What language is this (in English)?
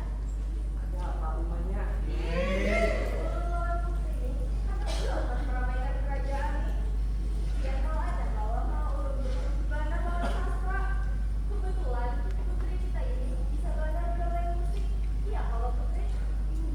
Banjar